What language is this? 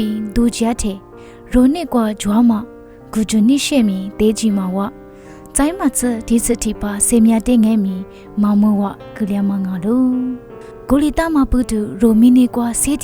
Lisu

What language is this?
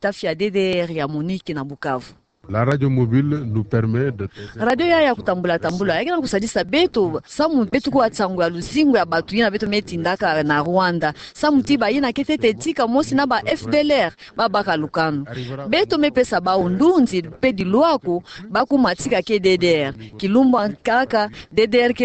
Kituba (Democratic Republic of Congo)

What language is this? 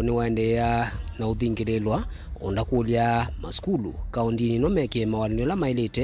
Kamba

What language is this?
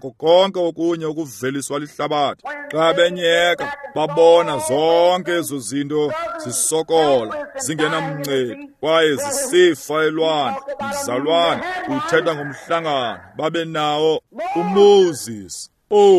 Xhosa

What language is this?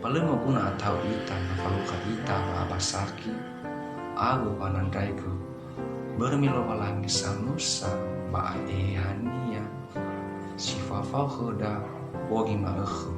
Nias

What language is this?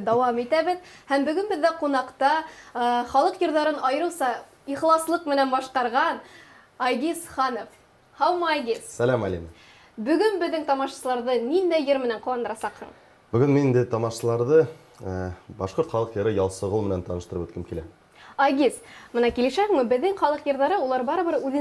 Bashkir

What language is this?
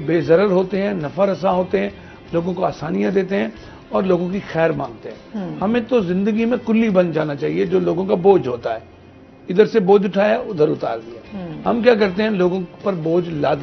Urdu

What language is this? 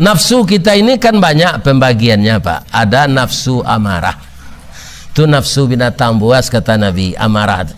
Minangkabau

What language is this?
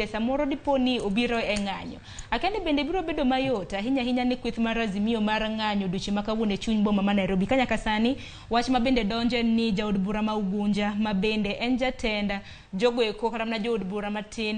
Luo (Kenya and Tanzania)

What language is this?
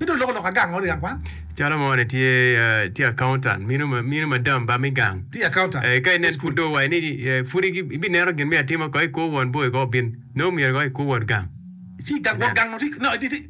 Acoli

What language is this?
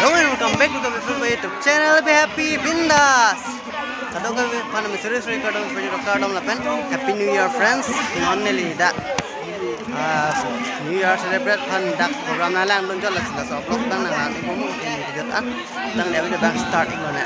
Karbi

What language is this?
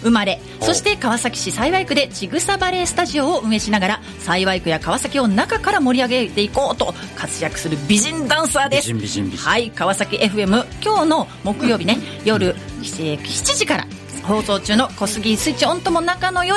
Japanese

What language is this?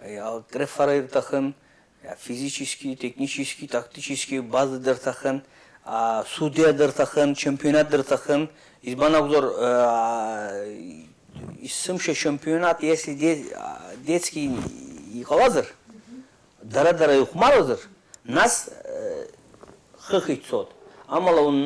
Abkhazian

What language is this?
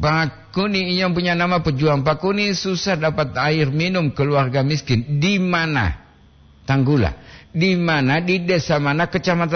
Gorontalo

